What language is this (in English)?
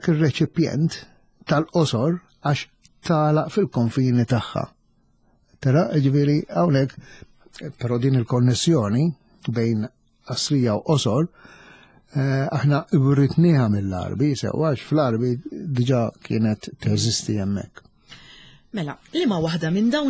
Maltese